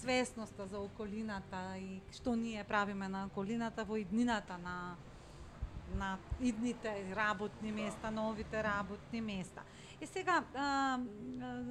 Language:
Macedonian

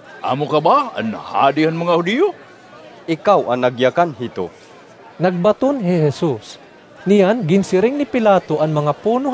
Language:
Waray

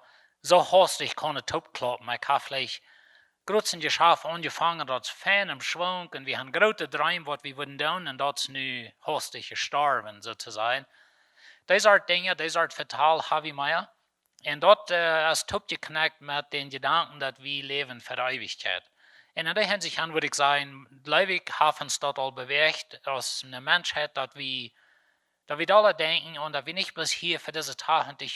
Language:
Plautdietsch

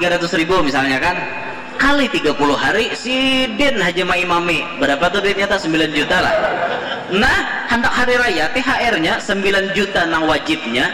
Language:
Banjar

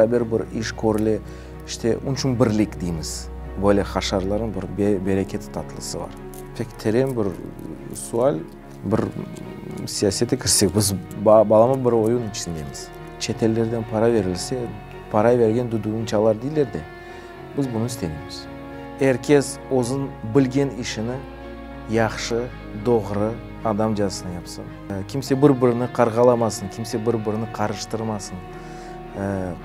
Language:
Crimean Tatar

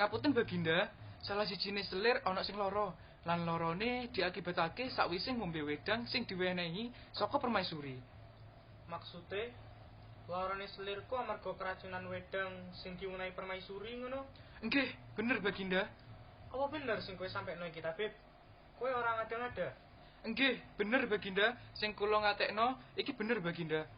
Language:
Javanese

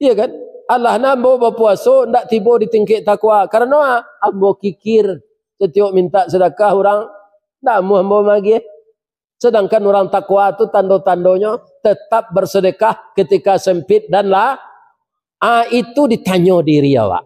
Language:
Minangkabau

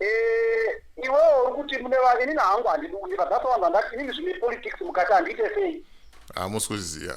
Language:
Shona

